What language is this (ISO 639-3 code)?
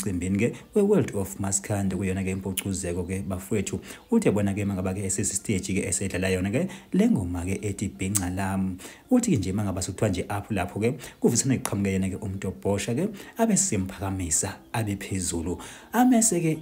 zul